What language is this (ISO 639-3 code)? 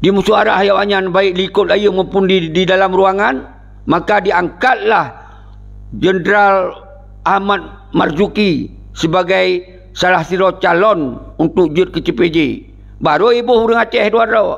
ace